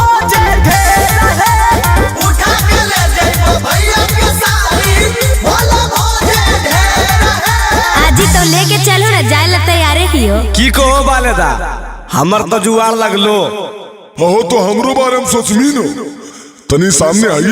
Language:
Magahi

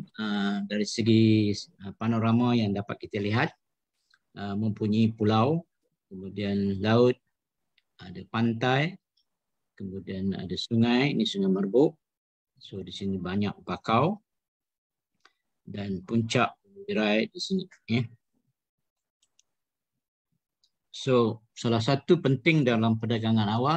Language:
Malay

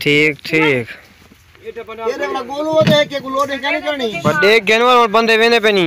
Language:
Saraiki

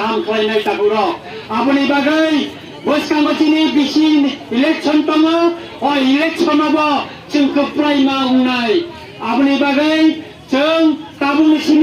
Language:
Kok Borok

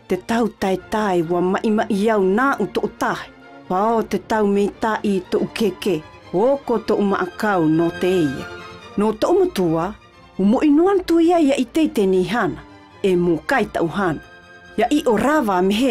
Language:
South Marquesan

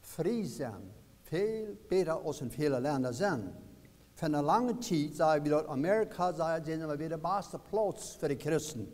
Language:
Plautdietsch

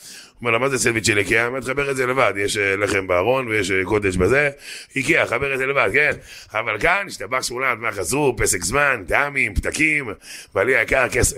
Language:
Hebrew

